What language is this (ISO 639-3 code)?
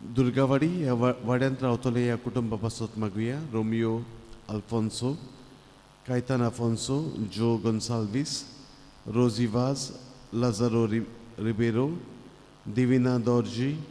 kok